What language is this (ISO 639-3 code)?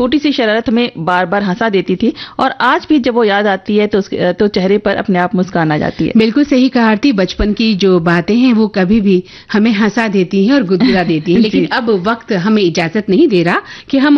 hin